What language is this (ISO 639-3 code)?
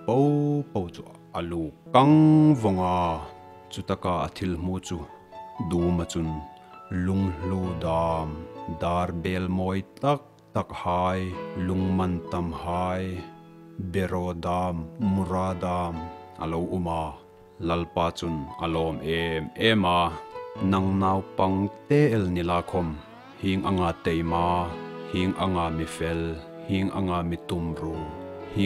hmr